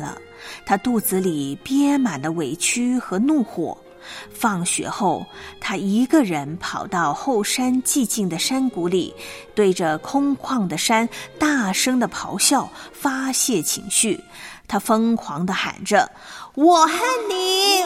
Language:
Chinese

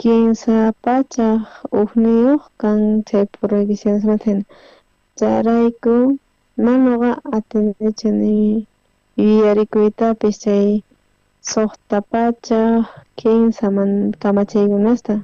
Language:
South Bolivian Quechua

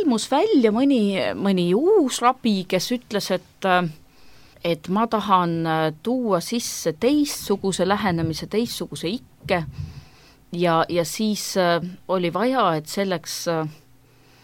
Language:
Estonian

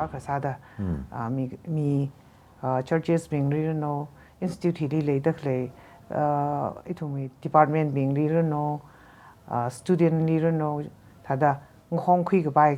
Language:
Tangkhul Naga (India)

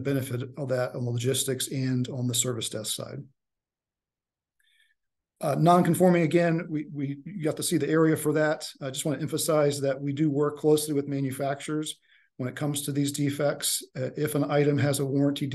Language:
English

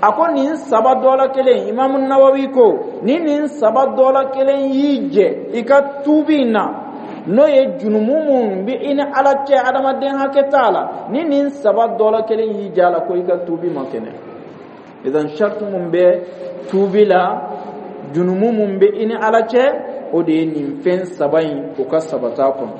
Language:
Dyula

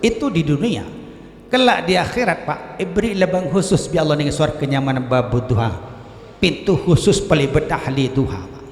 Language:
Madurese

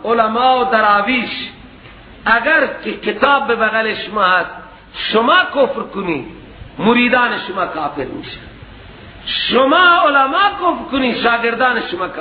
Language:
Persian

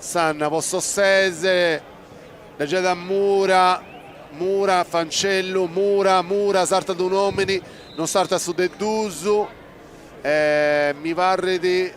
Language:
Sardinian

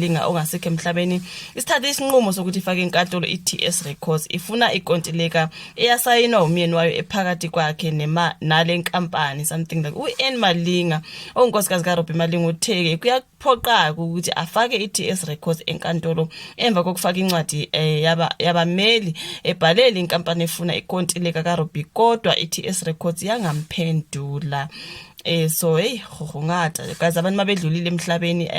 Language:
Zulu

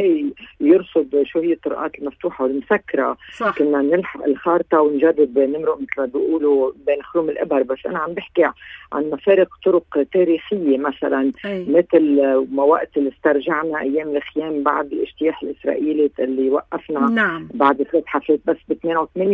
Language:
North Levantine Arabic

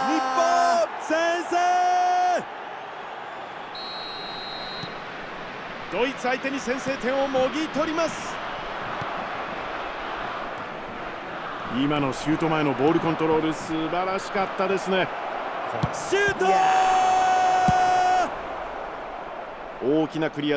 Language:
Japanese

